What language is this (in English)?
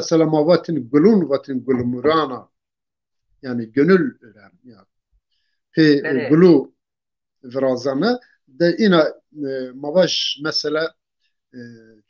Zaza